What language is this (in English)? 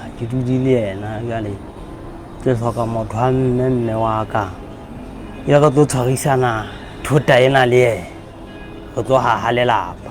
Southern Sotho